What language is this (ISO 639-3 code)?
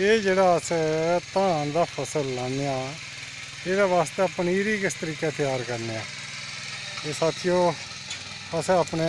doi